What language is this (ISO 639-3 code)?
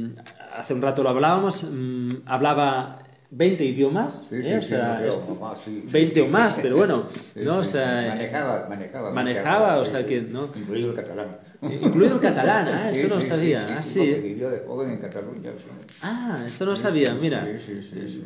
spa